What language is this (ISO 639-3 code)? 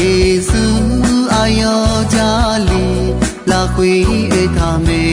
ahk